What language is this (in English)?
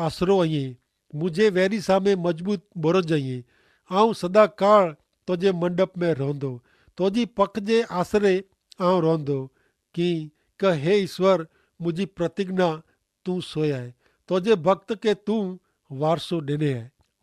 Kachhi